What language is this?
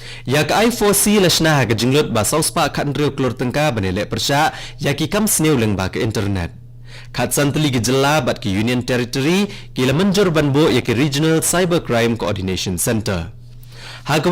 Khasi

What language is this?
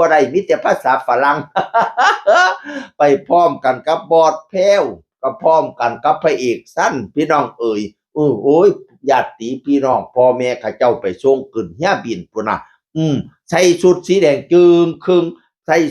Northeastern Thai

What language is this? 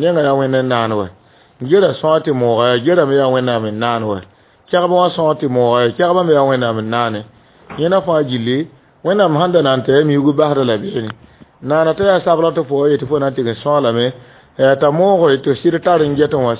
Mossi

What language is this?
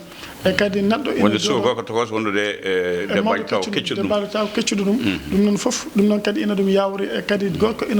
Fula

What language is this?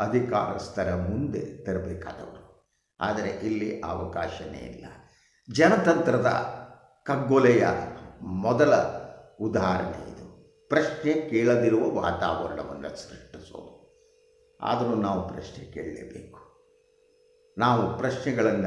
Kannada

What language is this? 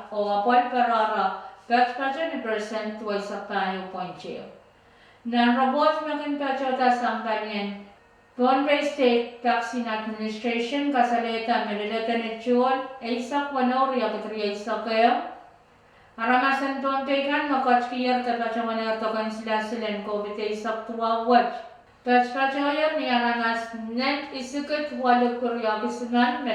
Pohnpeian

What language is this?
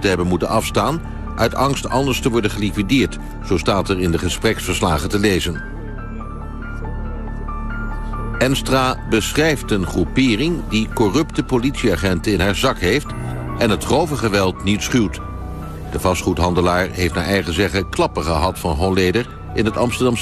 Dutch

